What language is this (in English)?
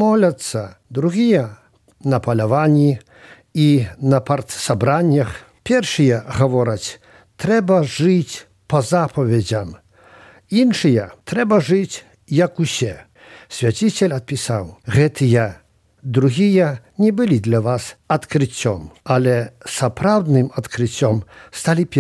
Belarusian